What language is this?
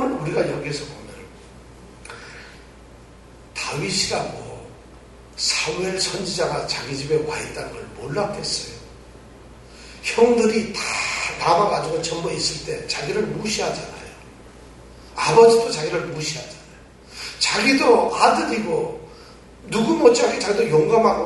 Korean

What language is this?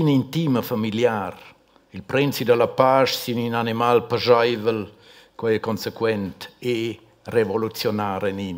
Romansh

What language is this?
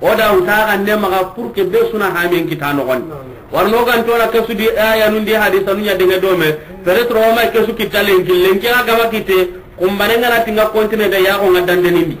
Soninke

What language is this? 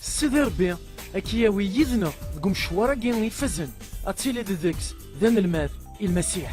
Kabyle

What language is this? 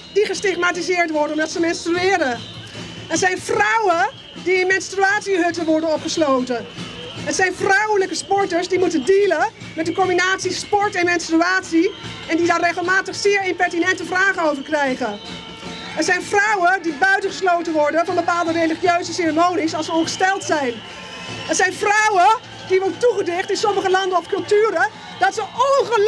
Dutch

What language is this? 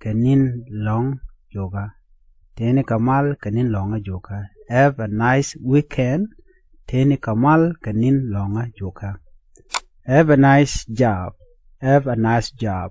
Nuer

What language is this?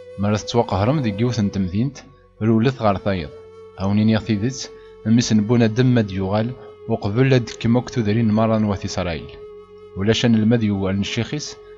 Kabyle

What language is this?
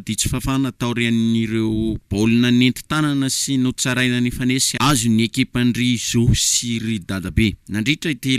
Malagasy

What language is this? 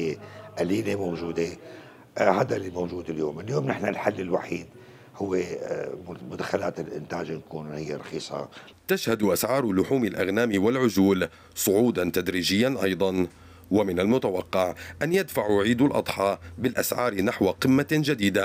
Arabic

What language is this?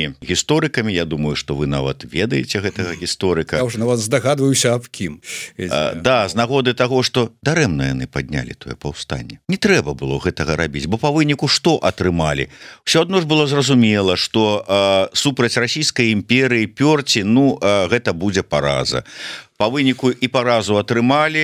Belarusian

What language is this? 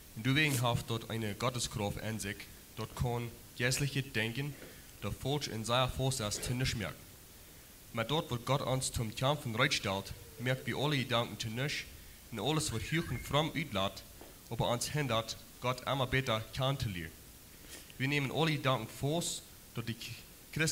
Plautdietsch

